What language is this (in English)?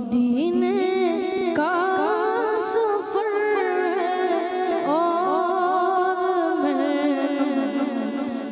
Hindi